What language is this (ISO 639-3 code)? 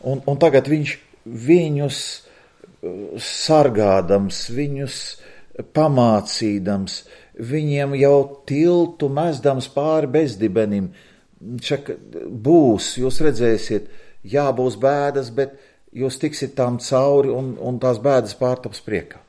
lav